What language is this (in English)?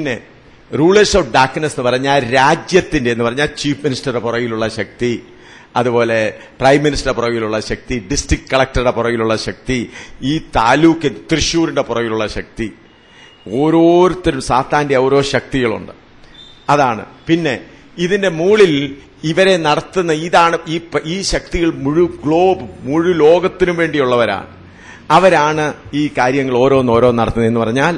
Malayalam